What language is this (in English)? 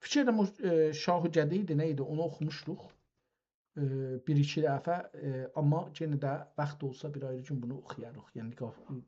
South Azerbaijani